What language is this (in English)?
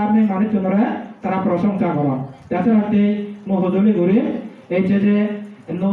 Chakma